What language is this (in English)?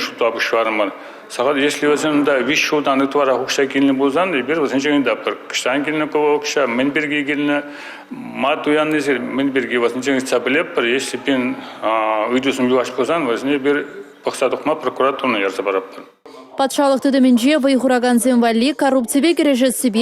Chuvash